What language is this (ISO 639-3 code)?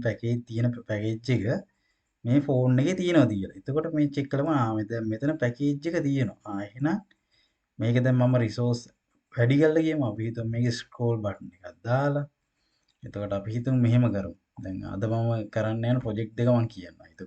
sin